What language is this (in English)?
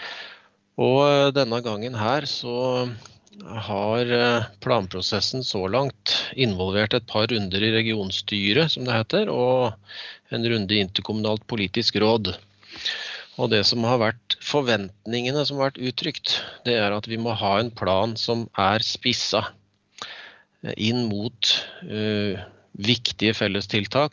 Norwegian